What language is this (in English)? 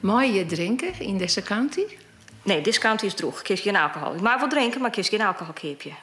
Western Frisian